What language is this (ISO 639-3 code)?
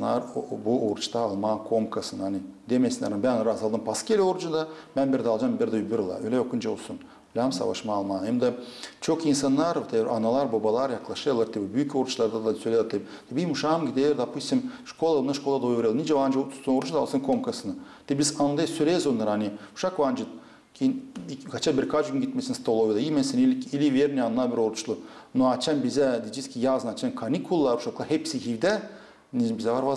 gag